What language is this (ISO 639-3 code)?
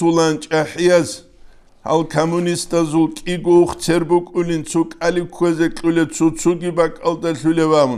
ava